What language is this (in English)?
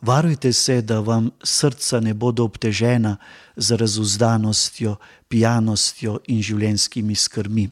Slovenian